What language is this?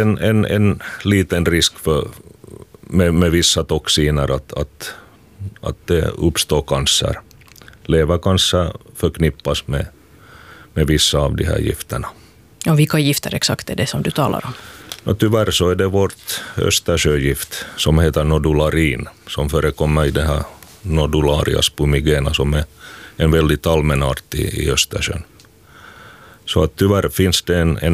Swedish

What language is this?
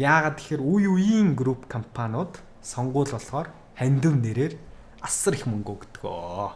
Mongolian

